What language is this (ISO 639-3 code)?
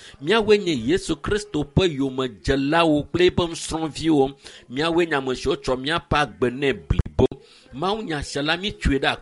ewe